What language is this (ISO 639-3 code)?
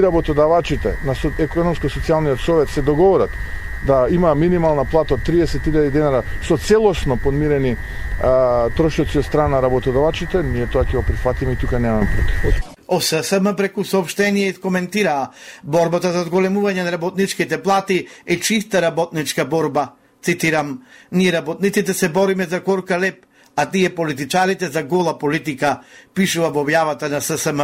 mkd